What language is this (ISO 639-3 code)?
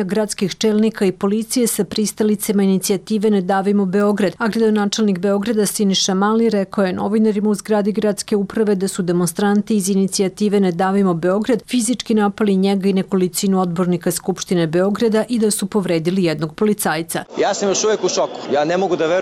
srp